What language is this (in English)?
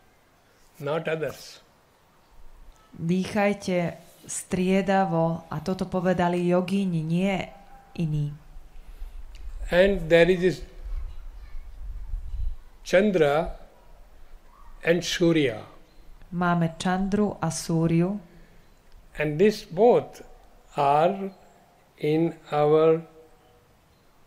Slovak